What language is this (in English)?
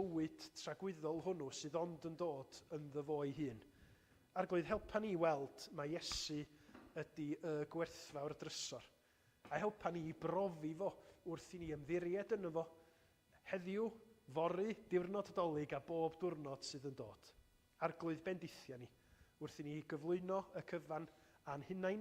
Welsh